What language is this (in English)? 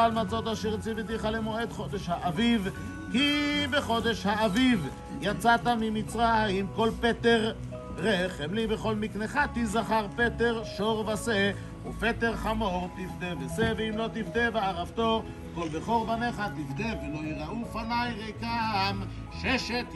Hebrew